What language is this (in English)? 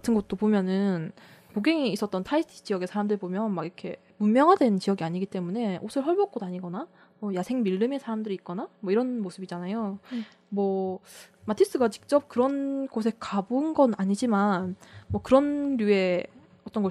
Korean